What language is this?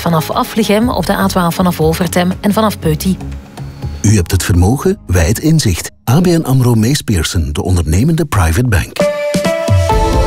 Dutch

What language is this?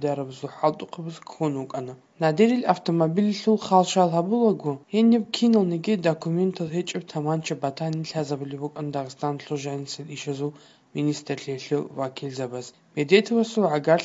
Avaric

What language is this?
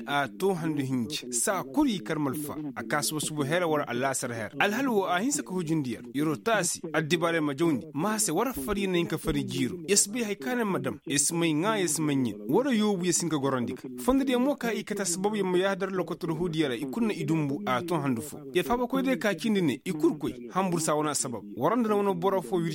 Koyraboro Senni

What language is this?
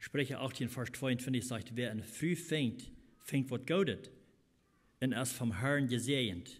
Plautdietsch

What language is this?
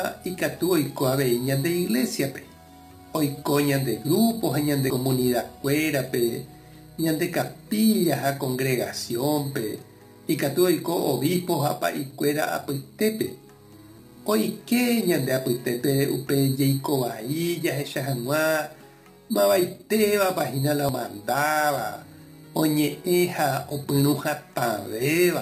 Guarani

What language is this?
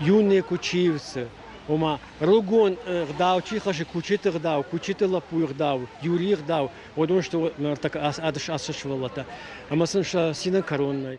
Ossetic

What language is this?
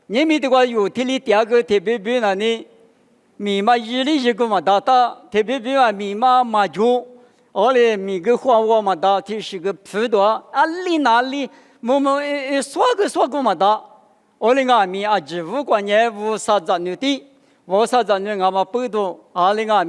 Lisu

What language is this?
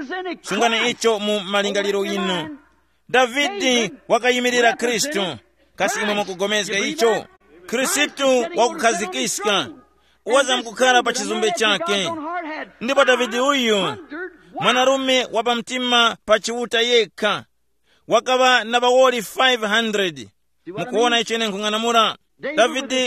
Tumbuka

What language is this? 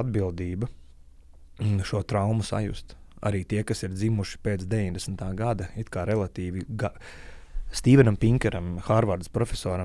Latvian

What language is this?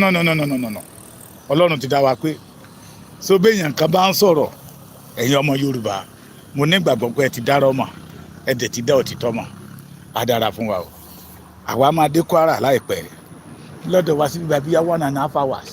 Yoruba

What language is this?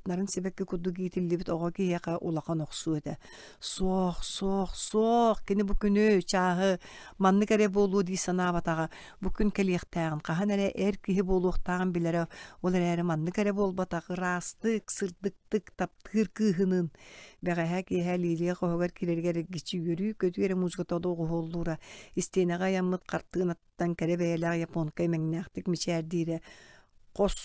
Yakut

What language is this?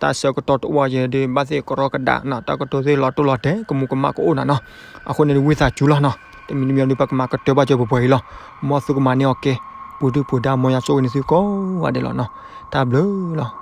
S'gaw Karen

